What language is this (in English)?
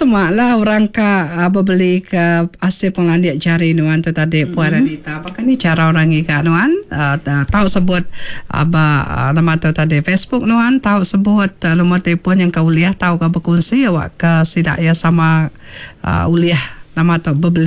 Iban